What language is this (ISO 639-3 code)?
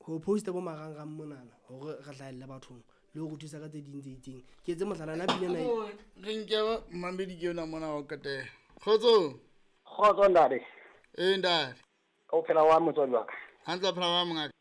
sot